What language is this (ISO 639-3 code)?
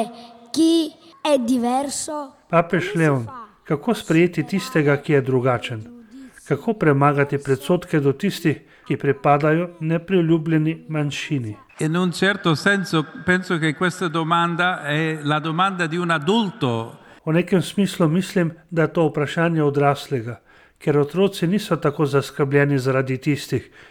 slv